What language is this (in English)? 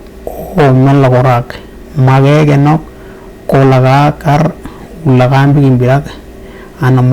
Western Dani